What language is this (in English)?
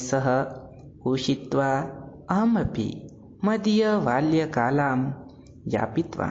Sanskrit